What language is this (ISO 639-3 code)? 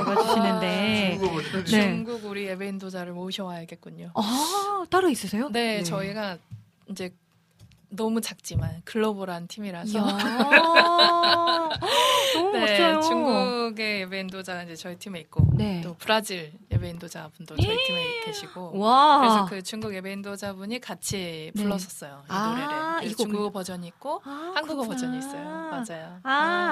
kor